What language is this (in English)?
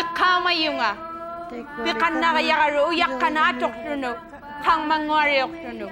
Inuktitut